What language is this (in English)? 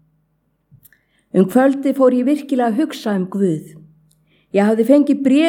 Icelandic